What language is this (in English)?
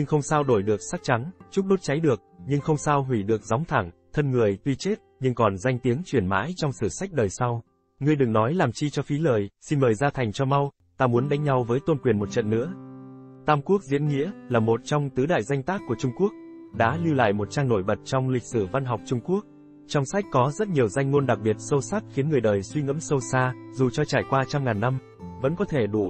Vietnamese